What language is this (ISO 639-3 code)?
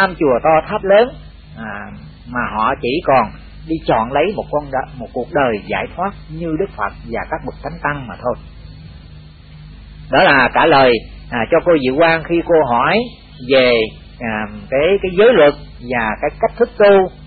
vie